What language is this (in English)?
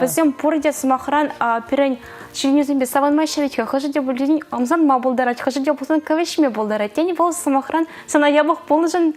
Chuvash